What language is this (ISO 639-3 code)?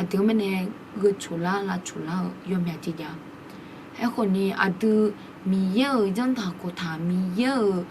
ahk